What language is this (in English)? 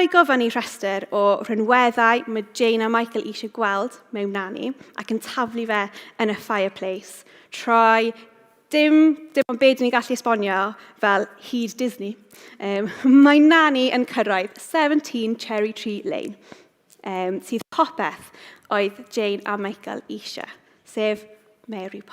Welsh